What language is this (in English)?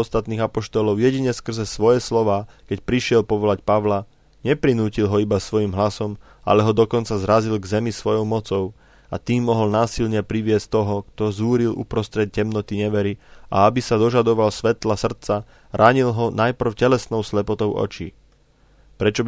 Slovak